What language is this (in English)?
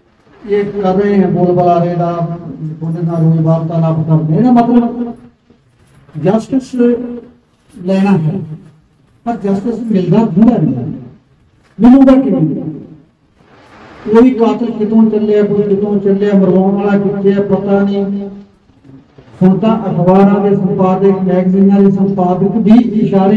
Punjabi